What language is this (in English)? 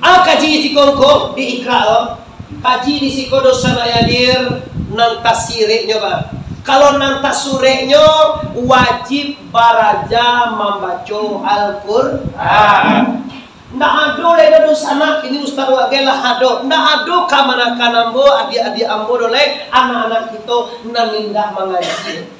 Minangkabau